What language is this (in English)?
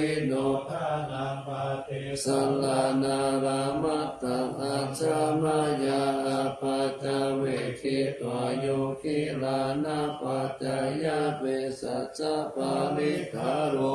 Pali